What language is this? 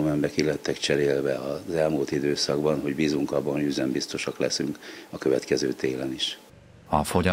Hungarian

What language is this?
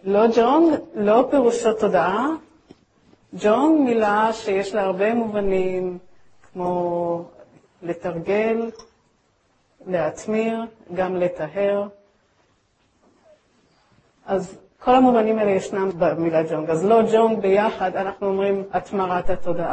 Hebrew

